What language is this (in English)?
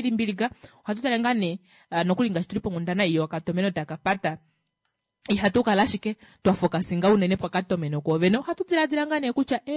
Kuanyama